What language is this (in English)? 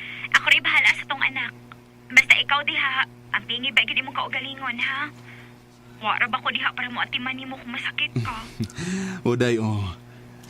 Cebuano